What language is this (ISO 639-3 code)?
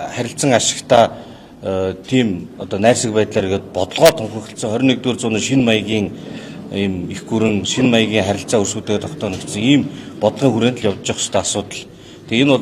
mon